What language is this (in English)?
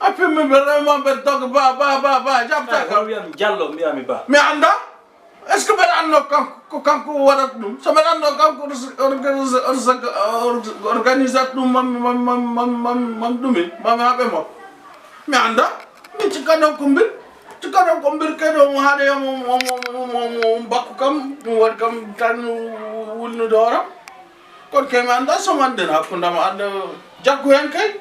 Fula